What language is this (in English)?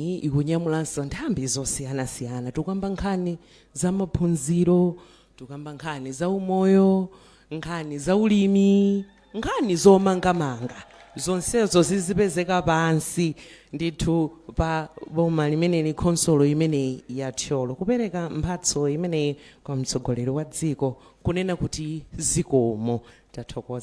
Nyanja